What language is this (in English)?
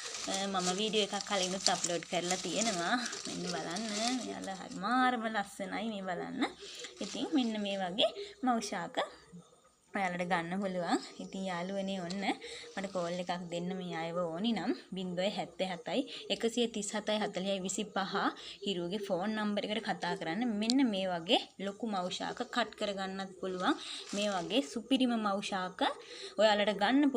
Sinhala